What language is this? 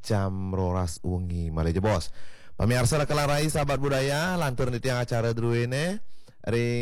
Balinese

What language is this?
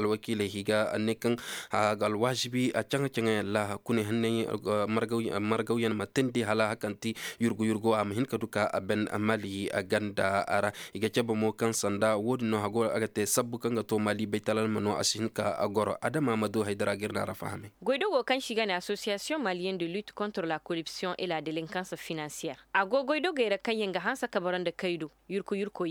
Zarma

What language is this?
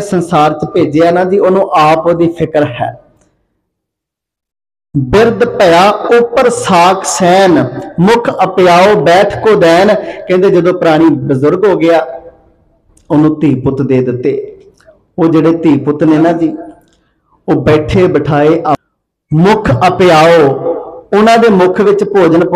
Punjabi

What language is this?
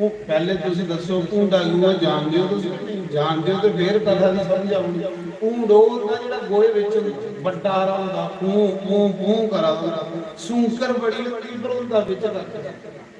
Dogri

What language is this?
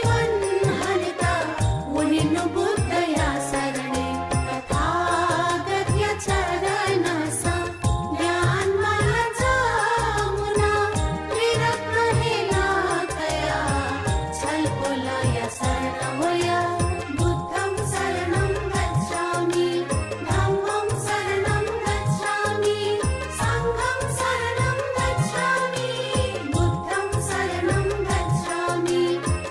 Newari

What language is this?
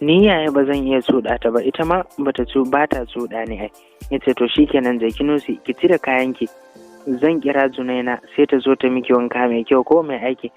Hausa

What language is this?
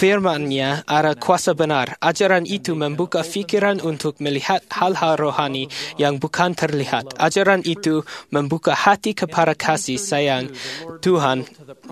Malay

